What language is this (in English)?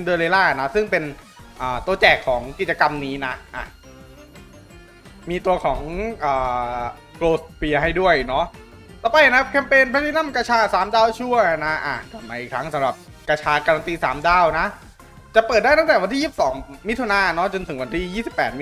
Thai